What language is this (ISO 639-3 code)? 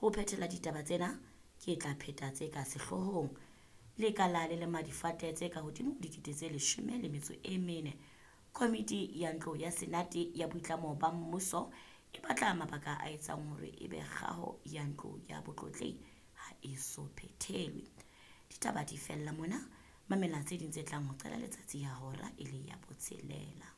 sot